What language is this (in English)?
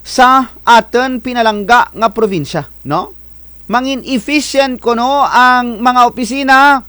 Kinaray-a